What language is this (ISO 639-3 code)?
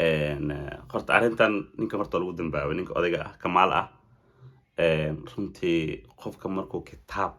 som